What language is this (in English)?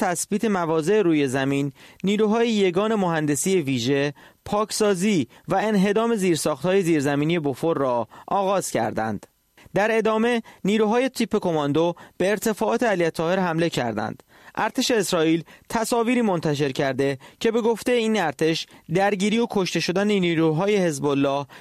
Persian